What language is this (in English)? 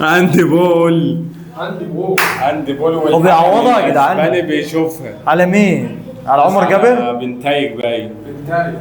Egyptian Arabic